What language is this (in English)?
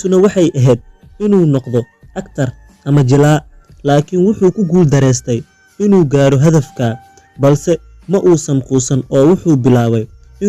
Somali